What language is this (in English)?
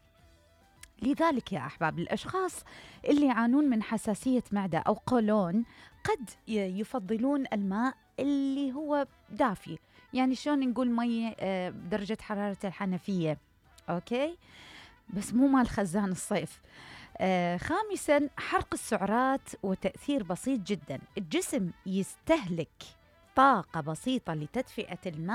Mesopotamian Arabic